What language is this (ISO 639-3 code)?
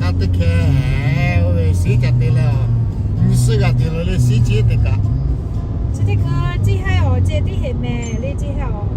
lhu